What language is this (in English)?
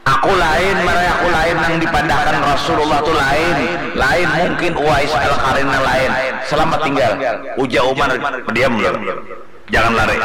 Banjar